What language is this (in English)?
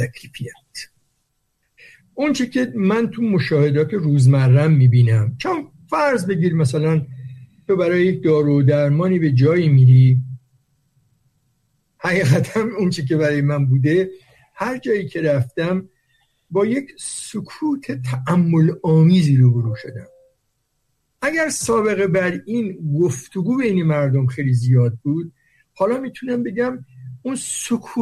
Persian